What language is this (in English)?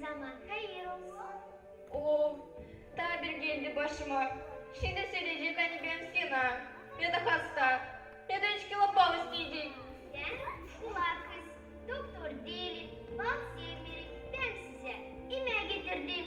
Gagauz